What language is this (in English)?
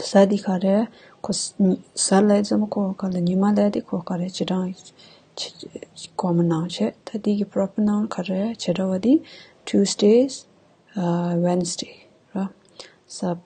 Tibetan